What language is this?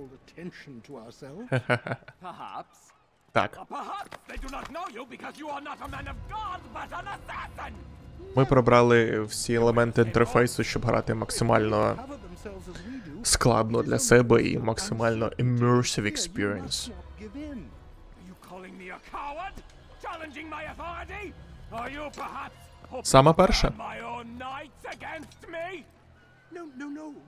Ukrainian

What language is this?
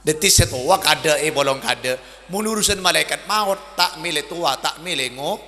Madurese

